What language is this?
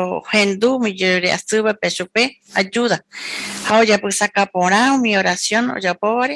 Guarani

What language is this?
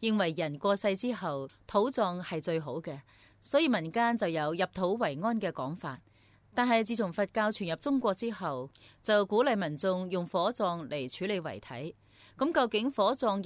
Cantonese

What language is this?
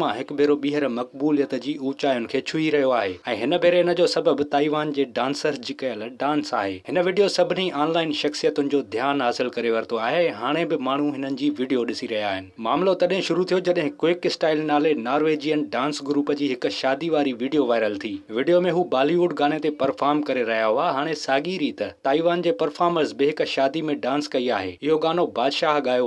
Sindhi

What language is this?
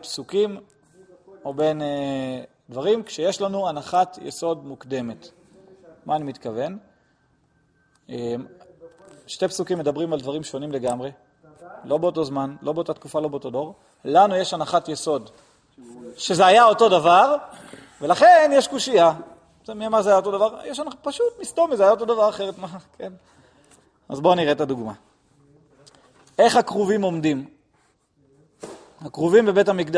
Hebrew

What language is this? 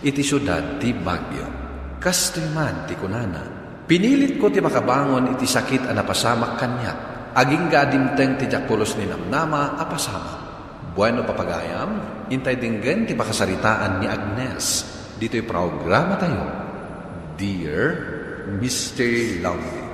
Iloko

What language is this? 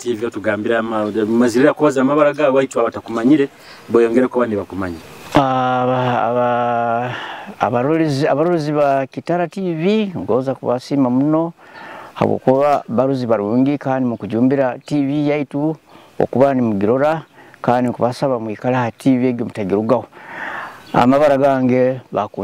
Nyoro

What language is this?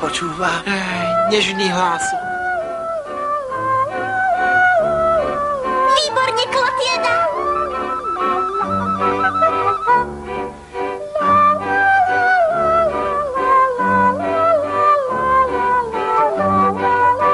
Slovak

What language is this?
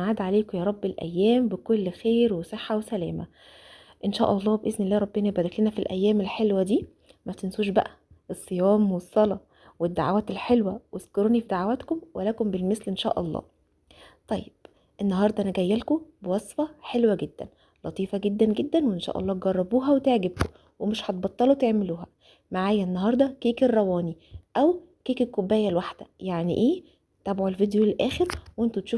Egyptian Arabic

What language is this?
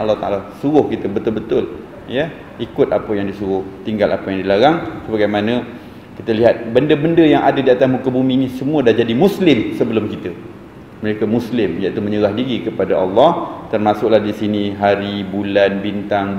Malay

